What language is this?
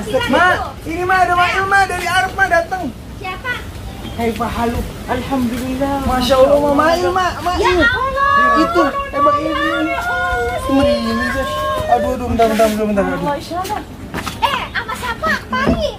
Betawi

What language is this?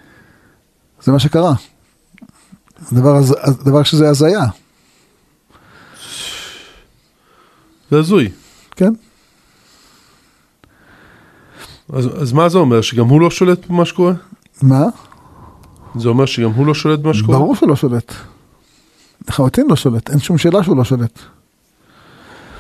Hebrew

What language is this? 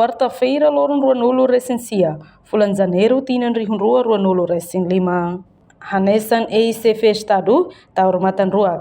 Tetum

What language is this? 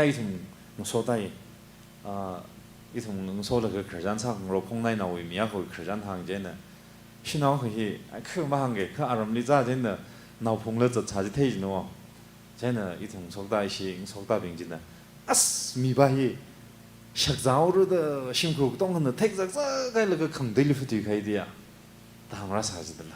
Tangkhul Naga (India)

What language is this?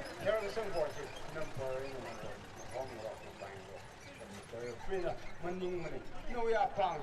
Tangkhul Naga (India)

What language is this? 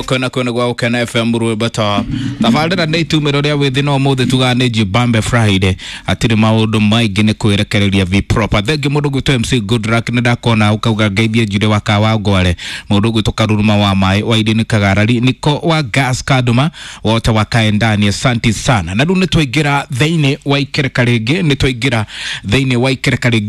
Kikuyu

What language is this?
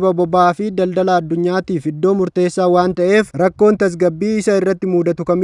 Oromo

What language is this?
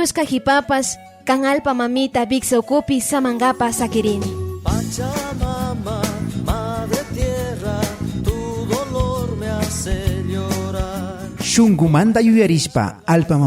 Imbabura Highland Quichua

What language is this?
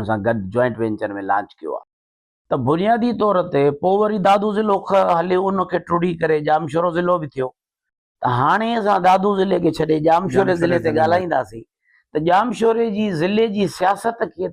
Sindhi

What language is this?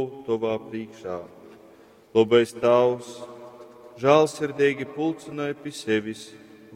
Latgalian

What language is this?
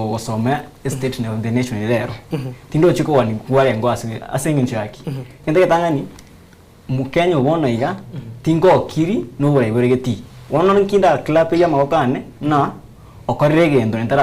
Gusii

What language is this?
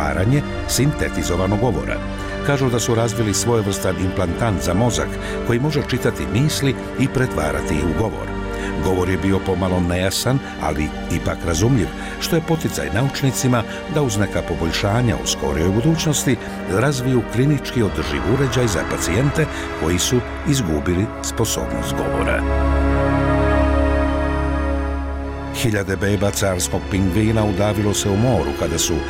Bosnian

